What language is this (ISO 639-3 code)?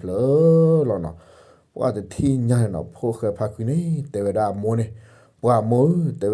ksw